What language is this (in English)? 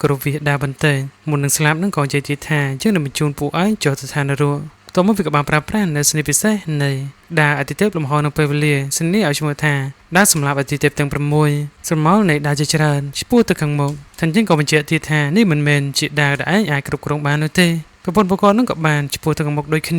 Khmer